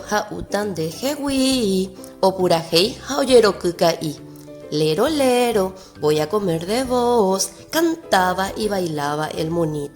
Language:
Guarani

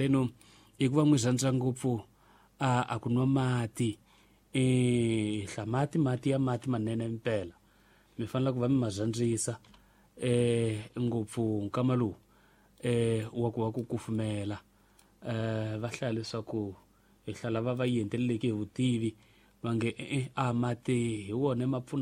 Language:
Tsonga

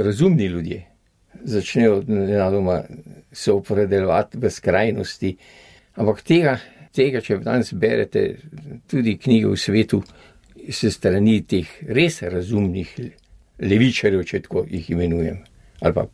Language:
Slovenian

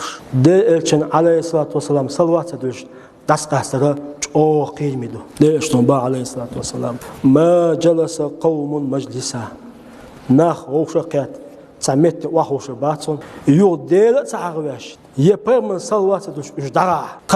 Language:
Chechen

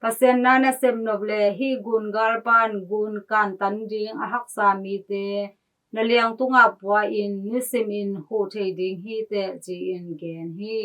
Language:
Tedim Chin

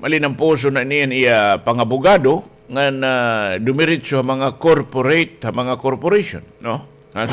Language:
Waray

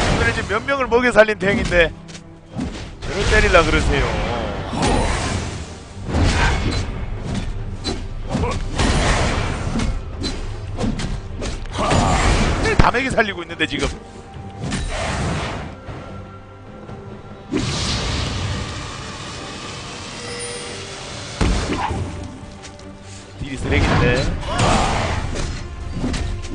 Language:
Korean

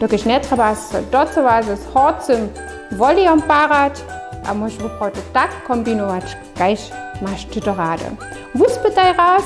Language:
Upper Sorbian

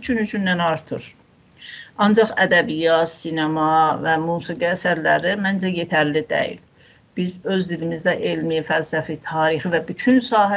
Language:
South Azerbaijani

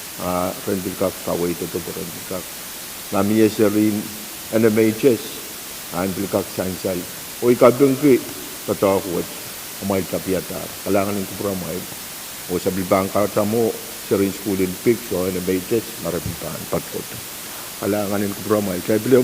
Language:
Pohnpeian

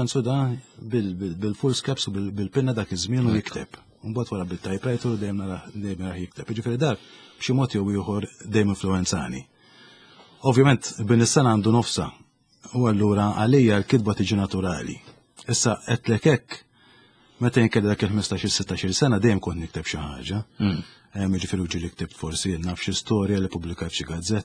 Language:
Maltese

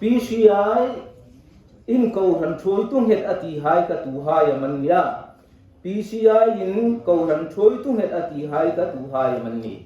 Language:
Hmar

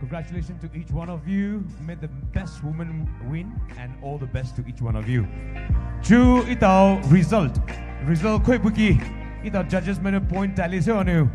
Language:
Poumei Naga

